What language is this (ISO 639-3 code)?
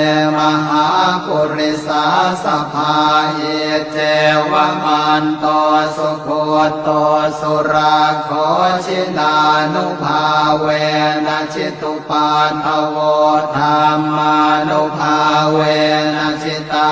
pli